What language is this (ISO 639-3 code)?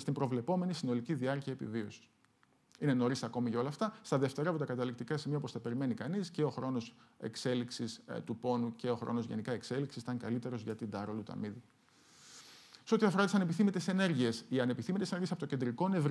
ell